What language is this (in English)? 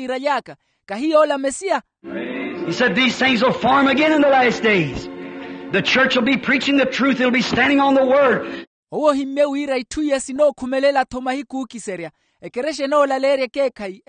Makhuwa